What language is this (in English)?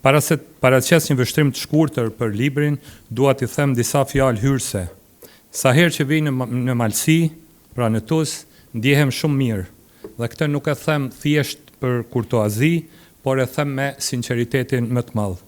Albanian